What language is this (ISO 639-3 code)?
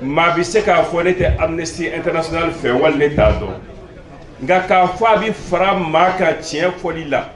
bam